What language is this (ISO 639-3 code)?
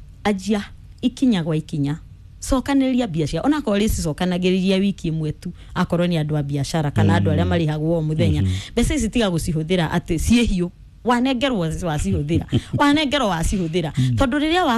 kik